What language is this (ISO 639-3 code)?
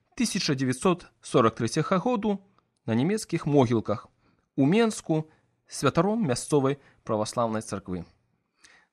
bel